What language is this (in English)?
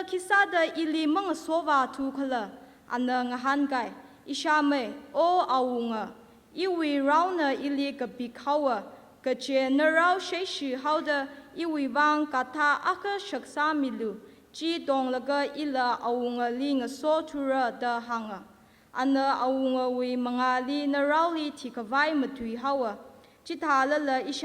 Tangkhul Naga (India)